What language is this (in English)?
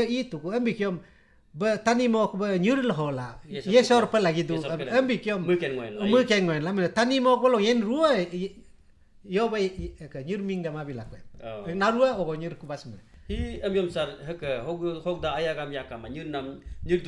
Galo